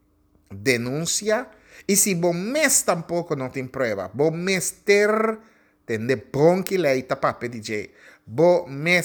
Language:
Papiamento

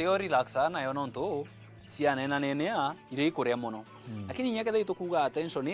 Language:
Meru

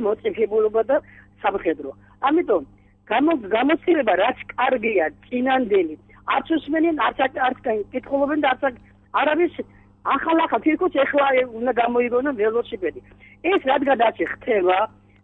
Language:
Georgian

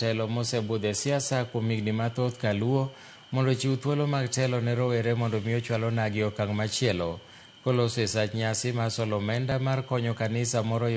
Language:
Luo (Kenya and Tanzania)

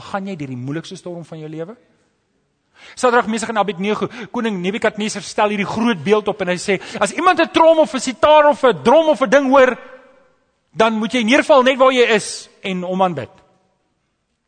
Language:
Afrikaans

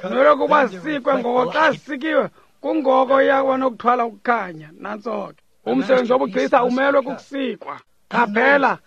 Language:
Xhosa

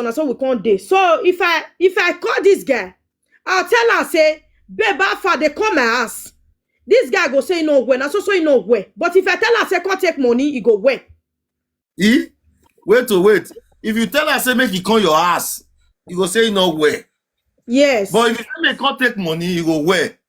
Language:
Nigerian Pidgin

